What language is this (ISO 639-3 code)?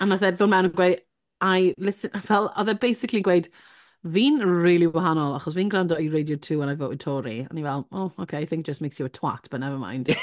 cym